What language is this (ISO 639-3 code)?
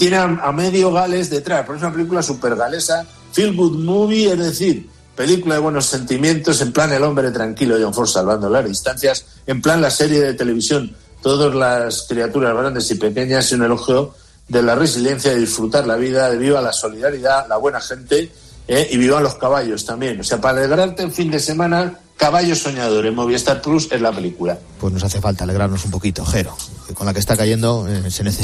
spa